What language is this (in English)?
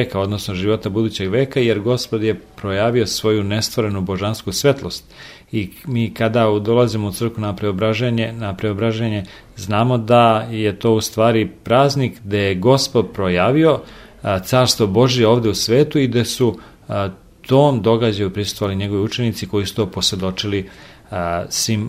Serbian